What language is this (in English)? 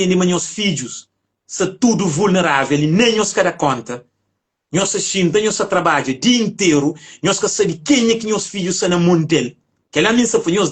Kabuverdianu